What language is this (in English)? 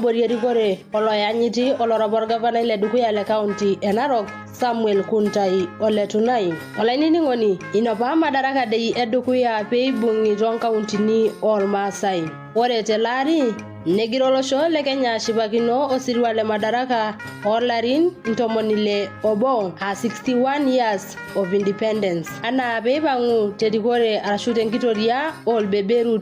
Masai